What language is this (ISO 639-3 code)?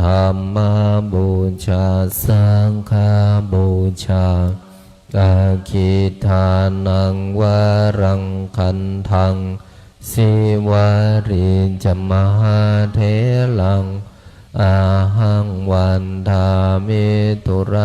pli